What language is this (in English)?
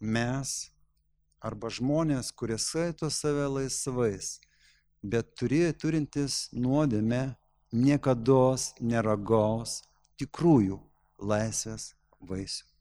Lithuanian